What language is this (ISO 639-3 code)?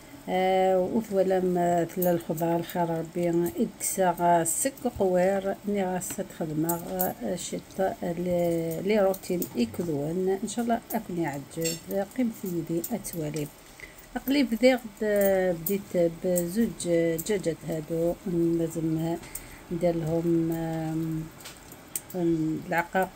arq